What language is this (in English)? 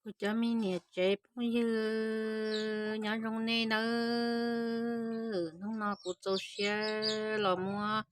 Hmong